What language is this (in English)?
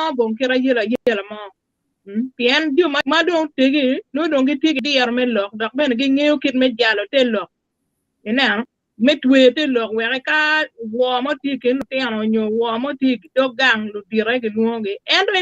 Acoli